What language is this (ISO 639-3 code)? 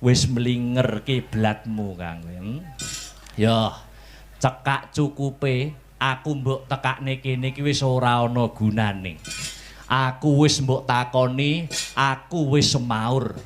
jav